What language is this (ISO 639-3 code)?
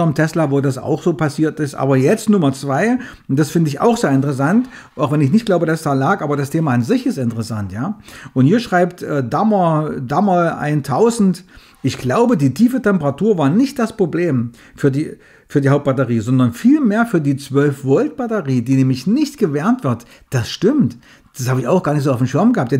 deu